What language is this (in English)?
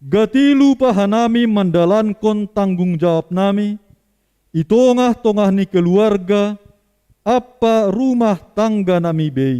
Batak Simalungun